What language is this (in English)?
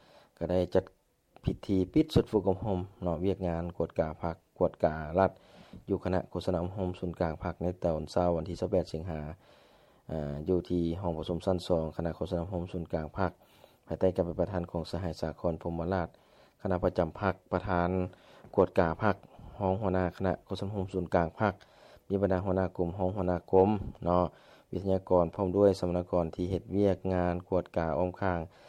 Lao